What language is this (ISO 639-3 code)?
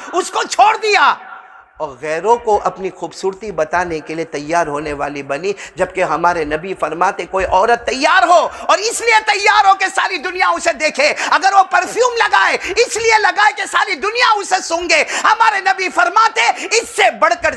hin